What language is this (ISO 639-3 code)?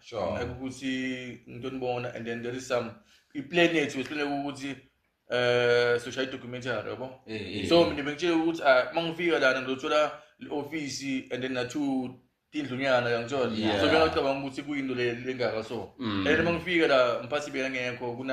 zul